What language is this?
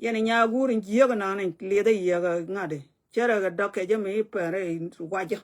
Nuer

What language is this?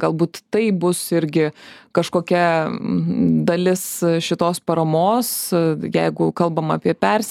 Lithuanian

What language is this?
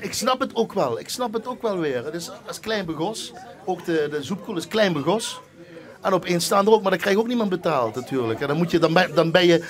Limburgish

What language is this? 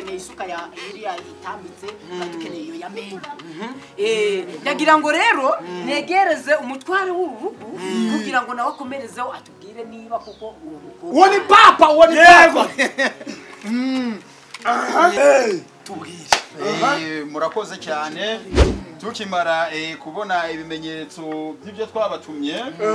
Kinyarwanda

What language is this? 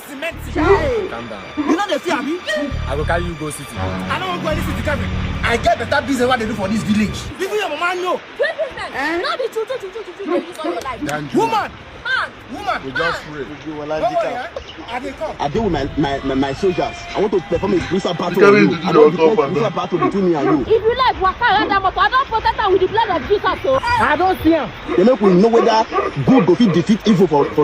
Nigerian Pidgin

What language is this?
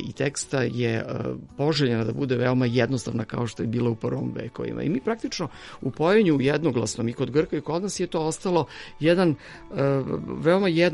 Serbian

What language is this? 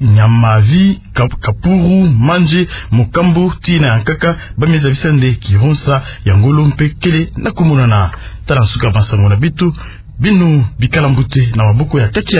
Kituba (Democratic Republic of Congo)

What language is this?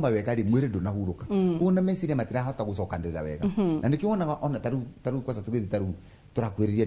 Kikuyu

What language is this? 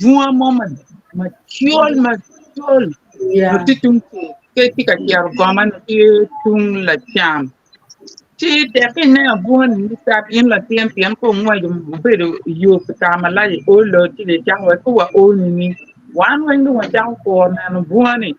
Acoli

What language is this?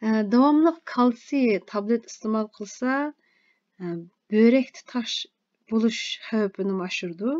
Uyghur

